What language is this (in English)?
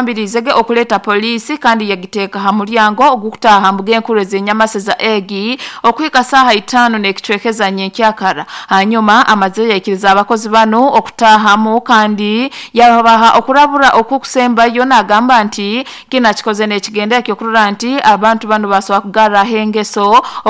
Nyoro